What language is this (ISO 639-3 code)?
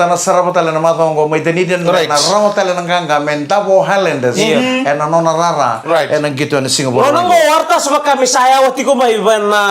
fij